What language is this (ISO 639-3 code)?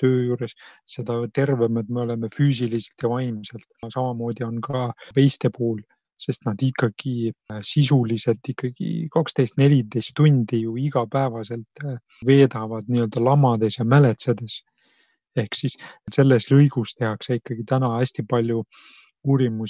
est